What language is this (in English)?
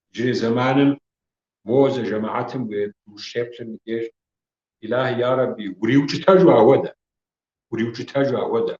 Kabardian